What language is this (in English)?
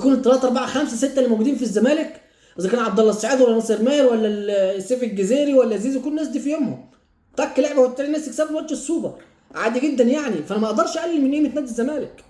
Egyptian Arabic